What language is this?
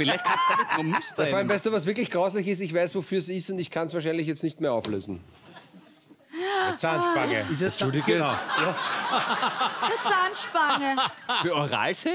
German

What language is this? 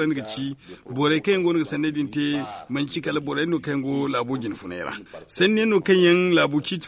Zarma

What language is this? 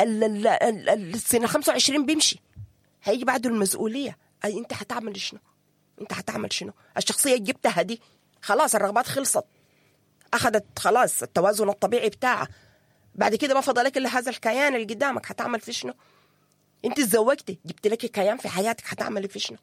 Sudanese Arabic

